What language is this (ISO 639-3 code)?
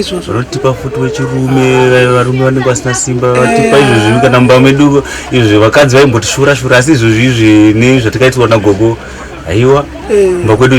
sna